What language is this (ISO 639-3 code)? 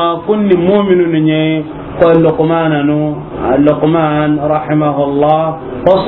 snk